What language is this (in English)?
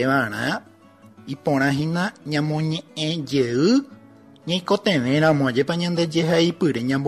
Guarani